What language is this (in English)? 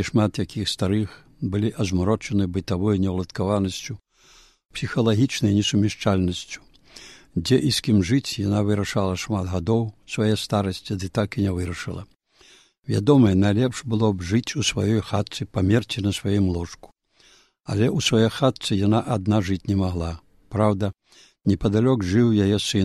Belarusian